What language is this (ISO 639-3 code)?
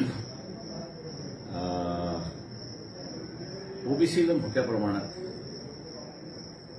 mar